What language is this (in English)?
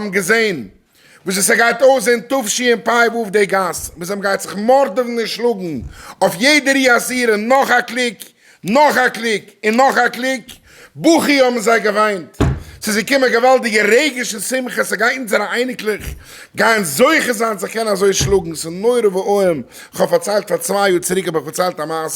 Yiddish